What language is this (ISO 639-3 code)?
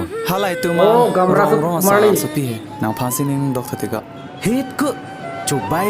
mjw